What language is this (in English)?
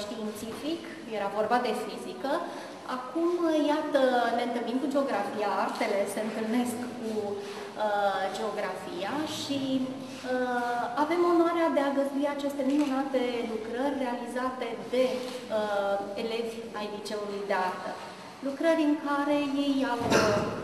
Romanian